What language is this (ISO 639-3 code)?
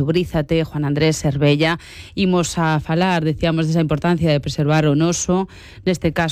glg